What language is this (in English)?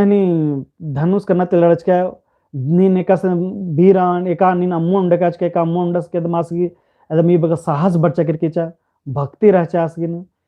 Kurukh